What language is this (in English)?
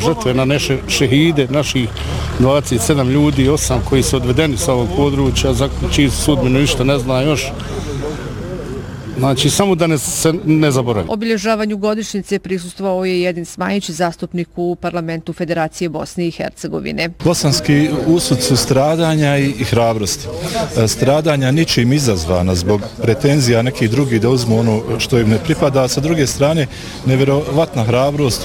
Bosnian